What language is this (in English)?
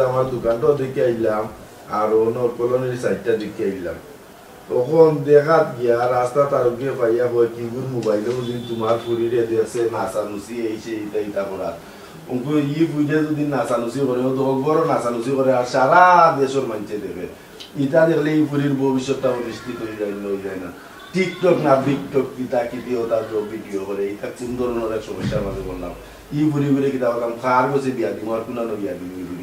Sylheti